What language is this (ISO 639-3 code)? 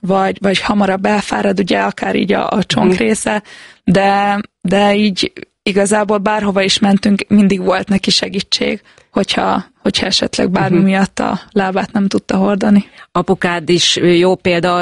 hun